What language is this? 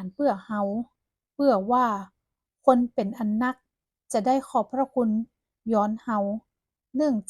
Northern Thai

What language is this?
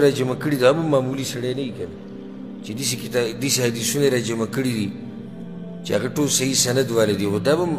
Pashto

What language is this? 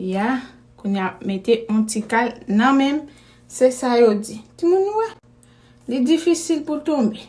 Haitian Creole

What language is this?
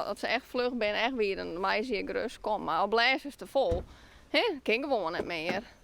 Western Frisian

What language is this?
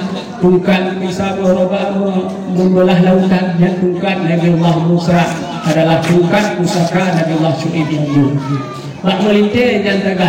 Achinese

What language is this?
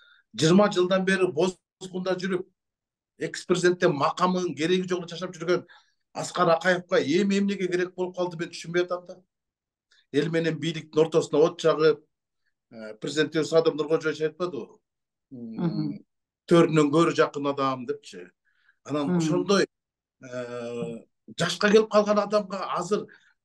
Kyrgyz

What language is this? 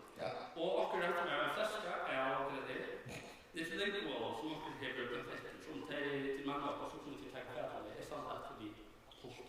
Faroese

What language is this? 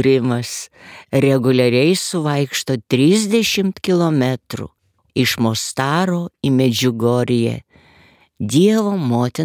Lithuanian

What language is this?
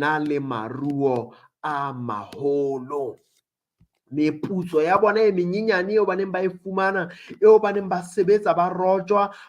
Southern Sotho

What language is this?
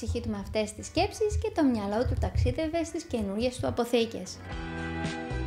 Greek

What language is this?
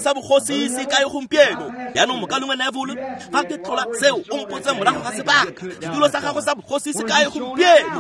Tswana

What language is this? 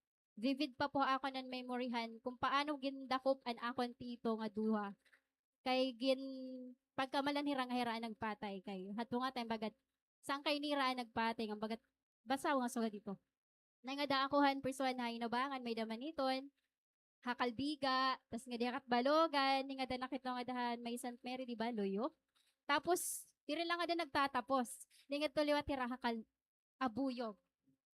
Waray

